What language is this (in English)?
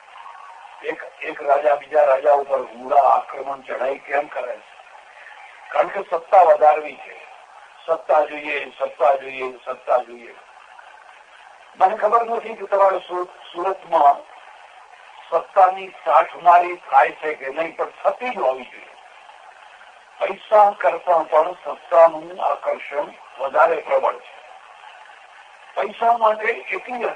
Gujarati